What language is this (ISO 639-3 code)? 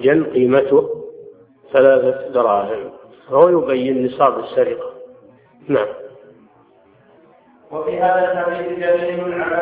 ara